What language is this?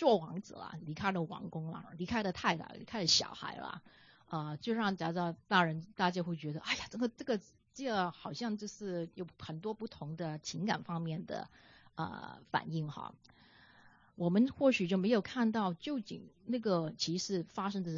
Chinese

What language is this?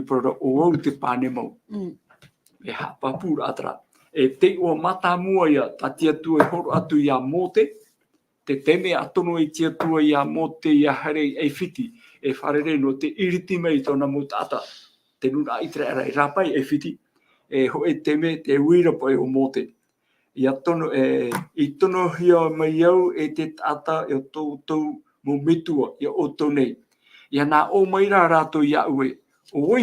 Tahitian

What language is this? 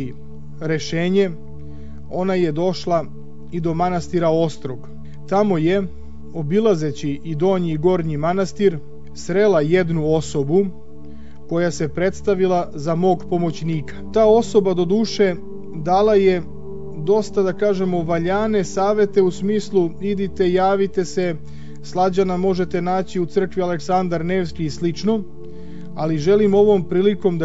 Serbian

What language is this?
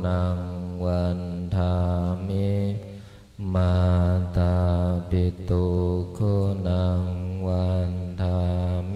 Pali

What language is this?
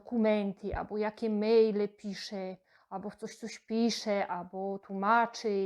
Silesian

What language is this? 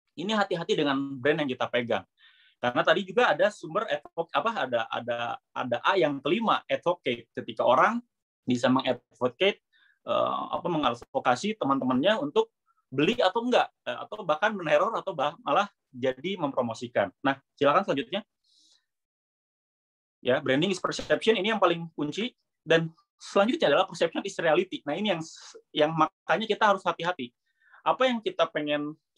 Indonesian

